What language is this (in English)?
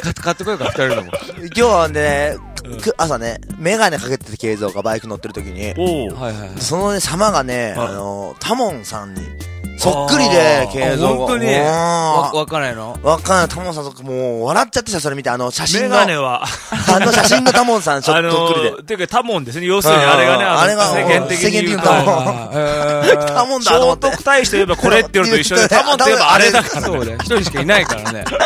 Japanese